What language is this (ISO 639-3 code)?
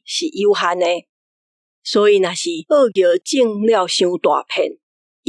nan